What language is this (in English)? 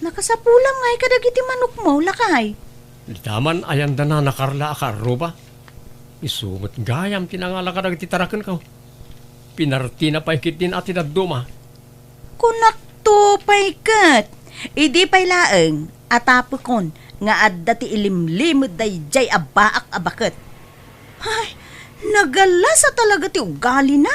Iloko